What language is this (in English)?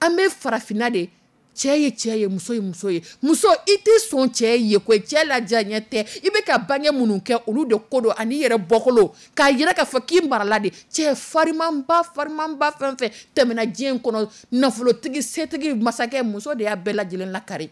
Dyula